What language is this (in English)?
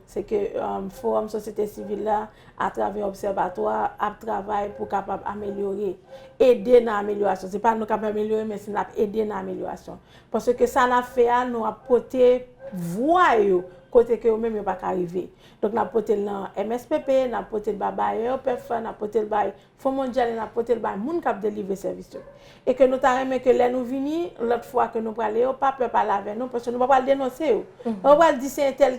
Haitian Creole